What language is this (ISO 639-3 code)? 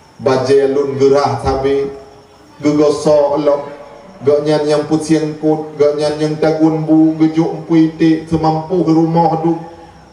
ace